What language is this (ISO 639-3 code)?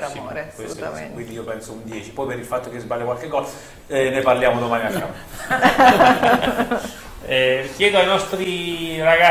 ita